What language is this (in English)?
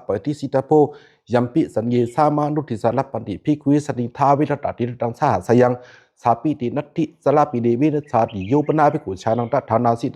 Pali